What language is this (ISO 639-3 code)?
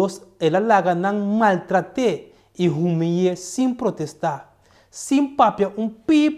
pap